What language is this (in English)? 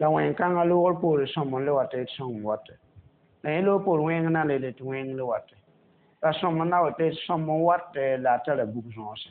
Mossi